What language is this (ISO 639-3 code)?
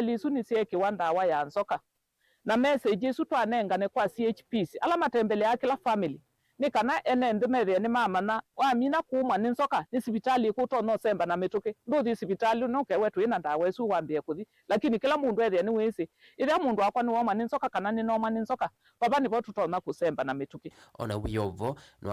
kam